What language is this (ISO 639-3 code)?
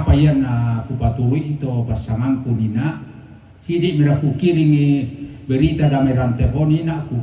sda